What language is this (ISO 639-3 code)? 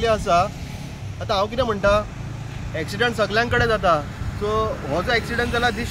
kok